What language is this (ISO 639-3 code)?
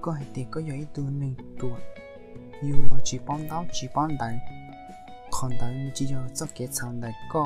hmn